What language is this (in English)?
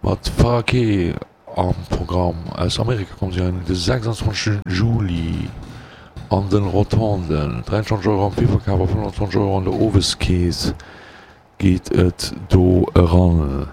Luxembourgish